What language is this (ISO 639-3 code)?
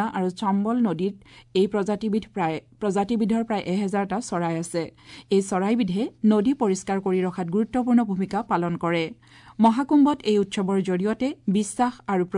asm